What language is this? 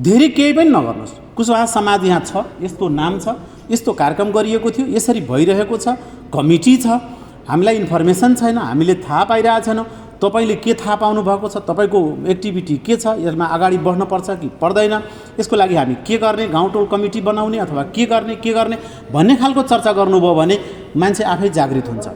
Nepali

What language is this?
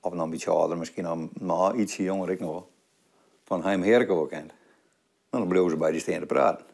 Western Frisian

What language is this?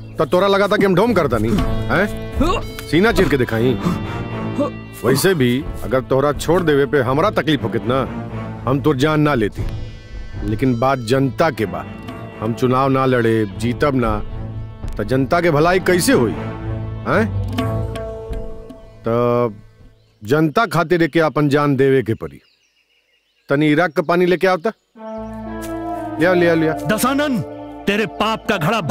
Bhojpuri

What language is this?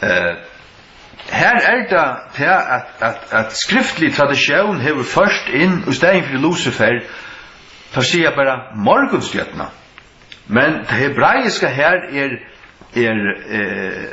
Faroese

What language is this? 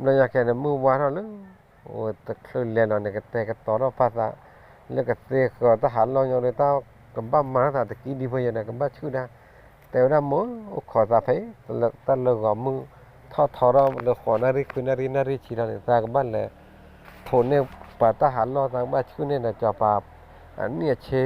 S'gaw Karen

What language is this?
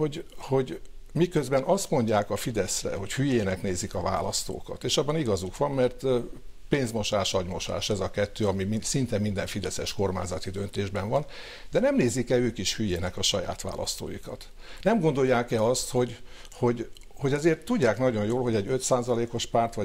Hungarian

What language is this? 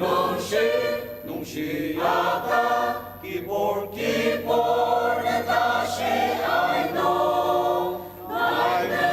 Ao Naga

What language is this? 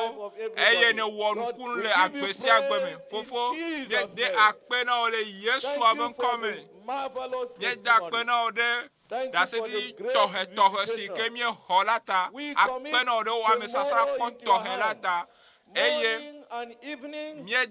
Ewe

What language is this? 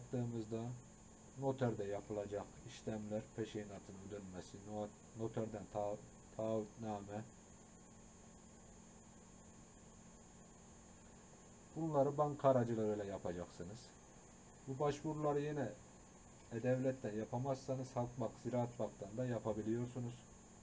Turkish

